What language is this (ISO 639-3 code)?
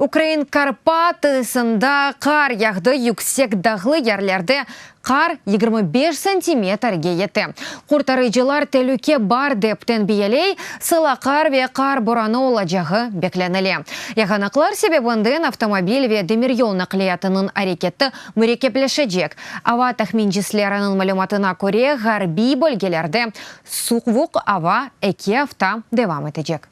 crh